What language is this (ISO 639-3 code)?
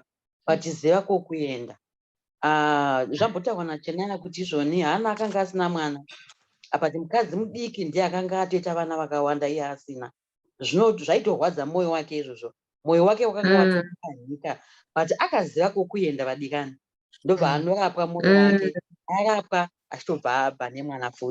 sna